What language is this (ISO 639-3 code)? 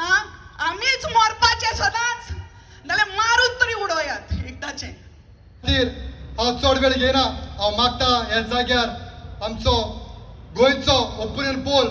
kok